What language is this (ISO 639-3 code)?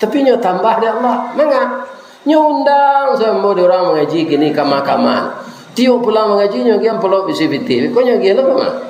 min